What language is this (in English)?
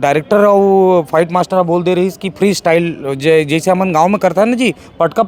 Chhattisgarhi